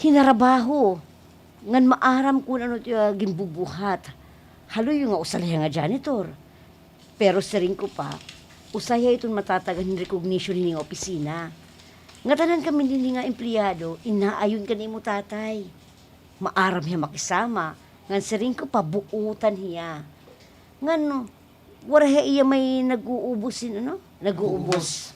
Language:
Waray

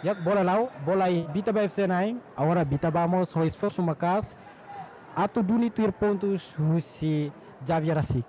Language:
Tetum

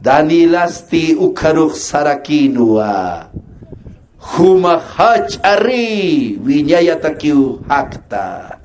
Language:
Aymara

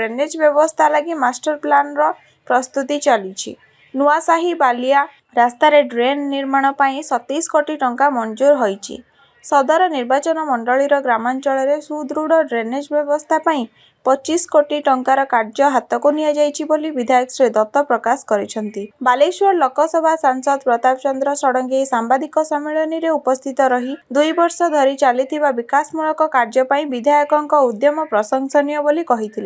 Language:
Odia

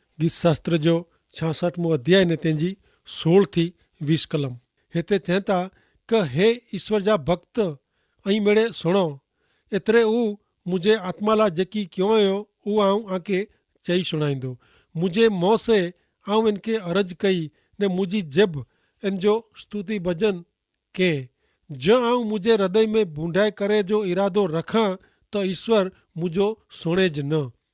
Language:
Kachhi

